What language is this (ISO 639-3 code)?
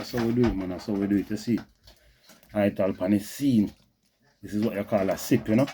jam